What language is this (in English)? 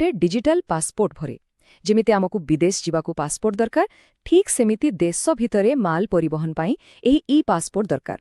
Odia